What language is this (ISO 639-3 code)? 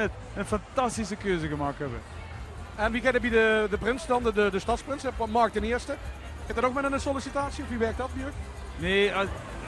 lim